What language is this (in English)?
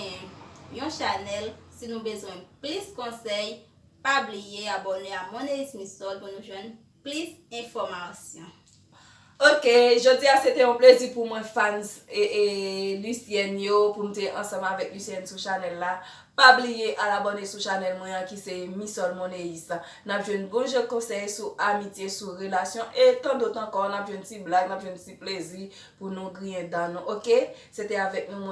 Haitian Creole